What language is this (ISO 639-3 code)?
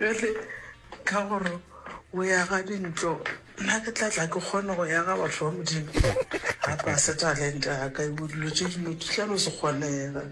nso